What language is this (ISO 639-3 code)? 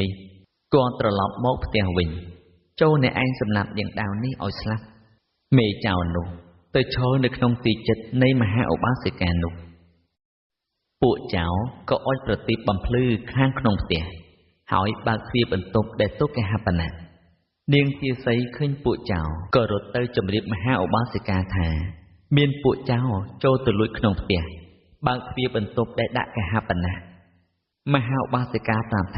khm